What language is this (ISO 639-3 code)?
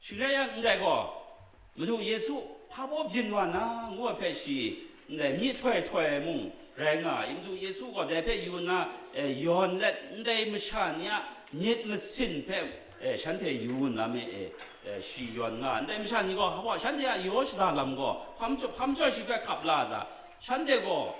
kac